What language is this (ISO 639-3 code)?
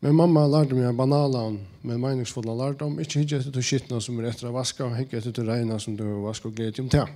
fao